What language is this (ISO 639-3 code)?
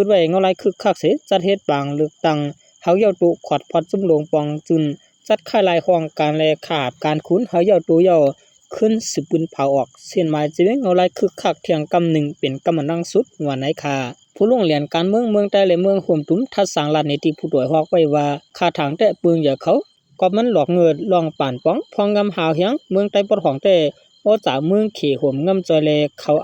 shn